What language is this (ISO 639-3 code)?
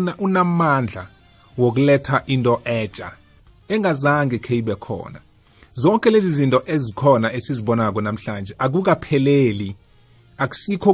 nbl